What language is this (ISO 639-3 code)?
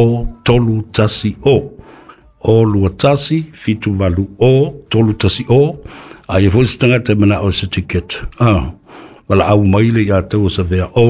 smo